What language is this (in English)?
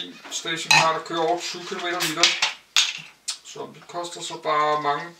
Danish